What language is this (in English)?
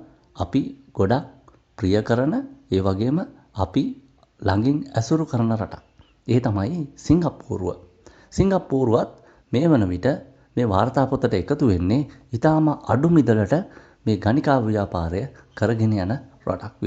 Sinhala